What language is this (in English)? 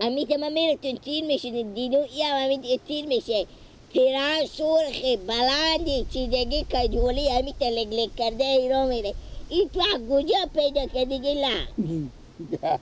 Persian